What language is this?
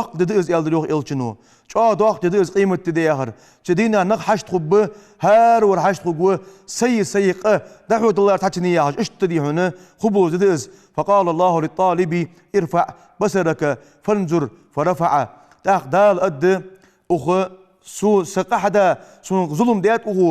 Ingush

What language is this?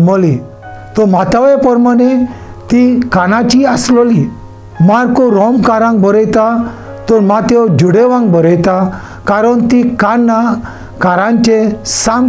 Konkani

